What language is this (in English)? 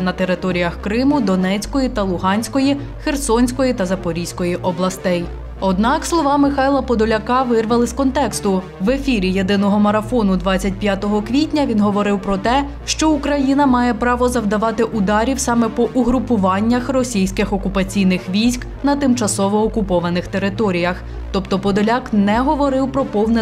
Ukrainian